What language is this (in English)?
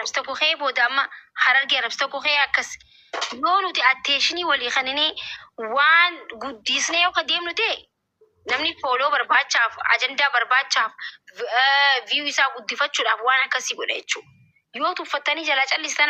Oromo